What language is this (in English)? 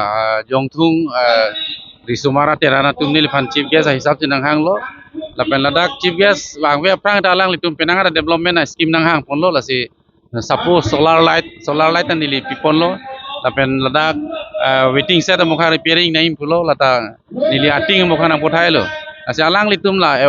Karbi